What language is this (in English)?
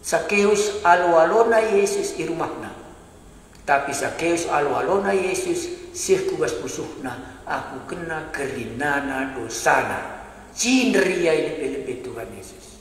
Batak Karo